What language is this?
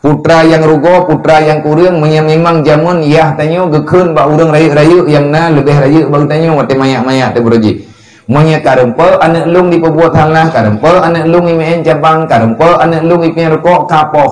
Achinese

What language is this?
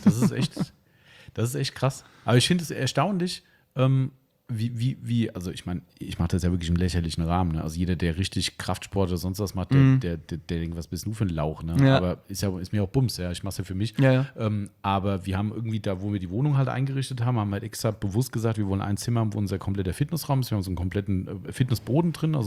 German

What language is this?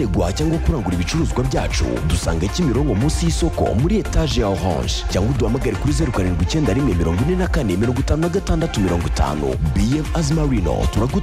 Kinyarwanda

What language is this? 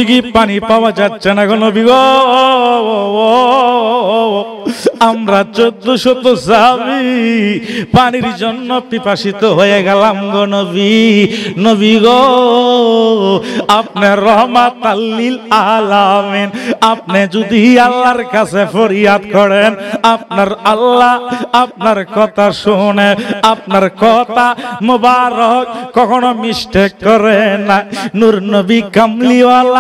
Bangla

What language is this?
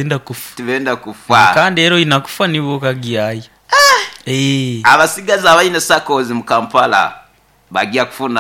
Nyoro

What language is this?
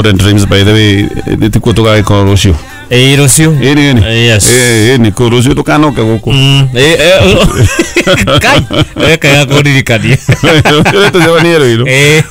Kikuyu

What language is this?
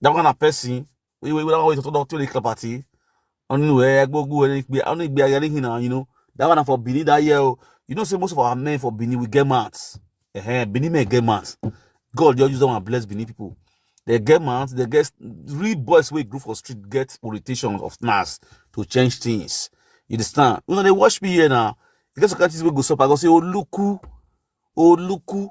Nigerian Pidgin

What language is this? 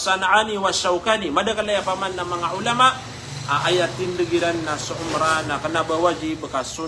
Maranao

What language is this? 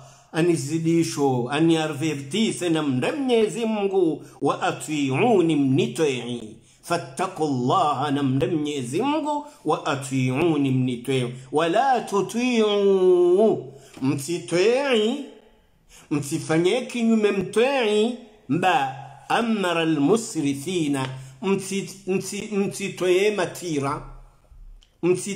Swahili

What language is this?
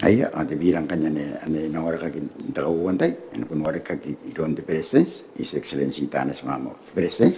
Gilbertese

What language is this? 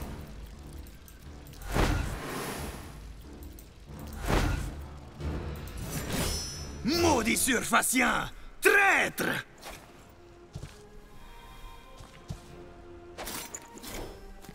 French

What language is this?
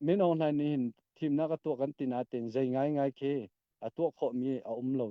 Hakha Chin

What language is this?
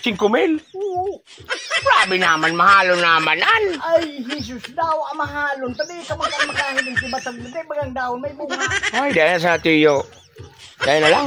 Bikol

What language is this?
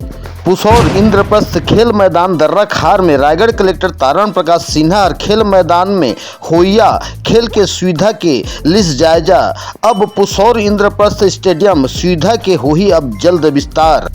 Chhattisgarhi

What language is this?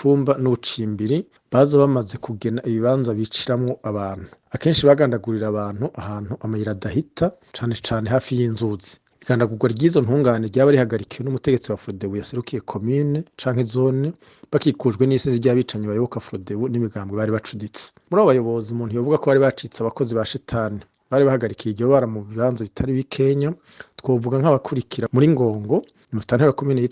Rundi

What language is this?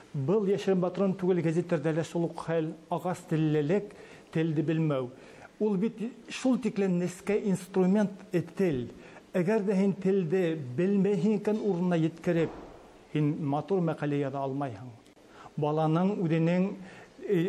Bashkir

